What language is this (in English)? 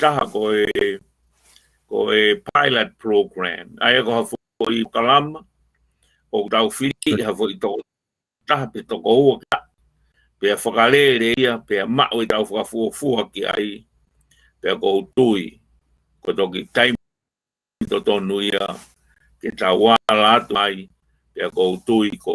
Tongan